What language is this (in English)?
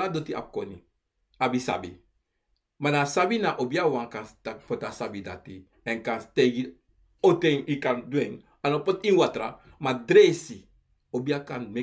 Sranan Tongo